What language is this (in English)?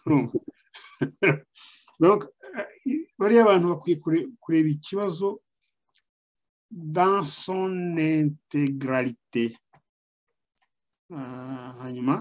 Kinyarwanda